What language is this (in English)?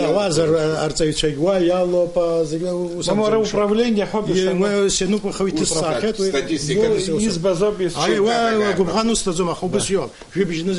Abkhazian